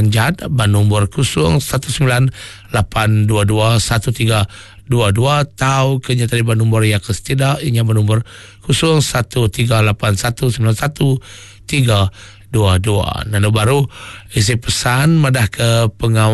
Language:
Iban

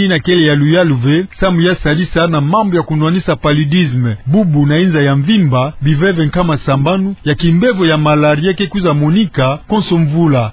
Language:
Kituba (Democratic Republic of Congo)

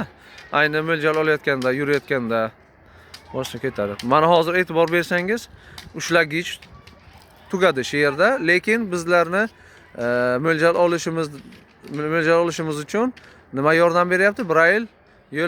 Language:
Uzbek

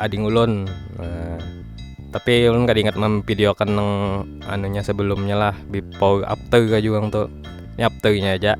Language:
Banjar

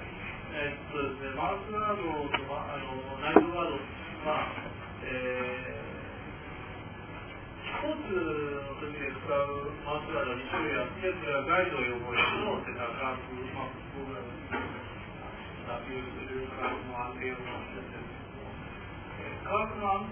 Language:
Japanese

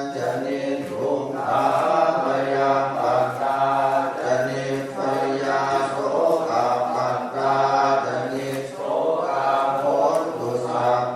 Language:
Pali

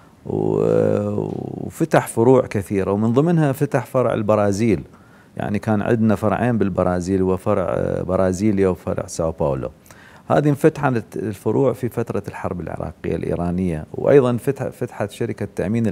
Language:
Mesopotamian Arabic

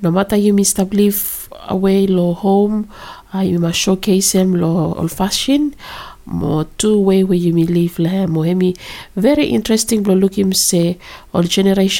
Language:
Bislama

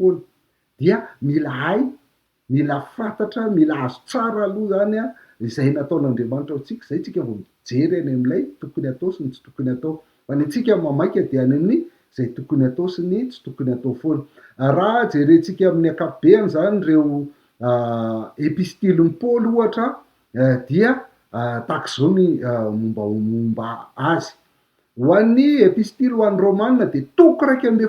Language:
Malagasy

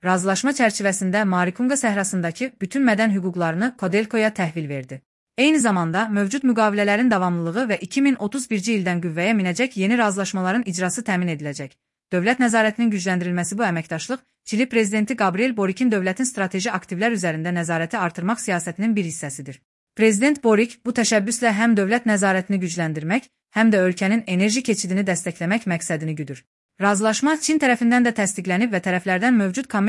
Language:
Azerbaijani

